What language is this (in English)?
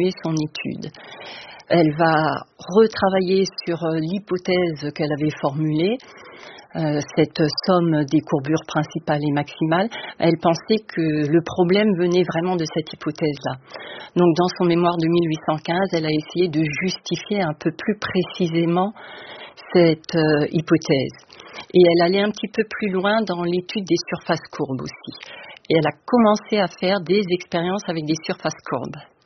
French